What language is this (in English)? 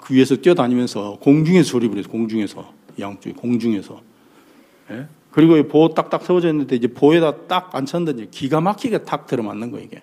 Korean